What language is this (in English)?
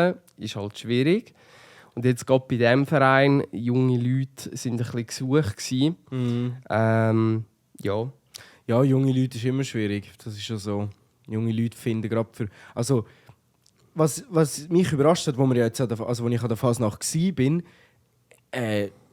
Swiss German